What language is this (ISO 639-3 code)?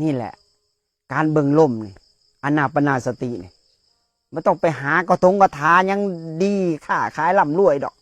lao